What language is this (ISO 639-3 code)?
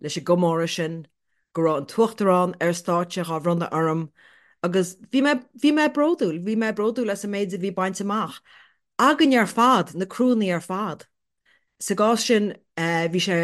gle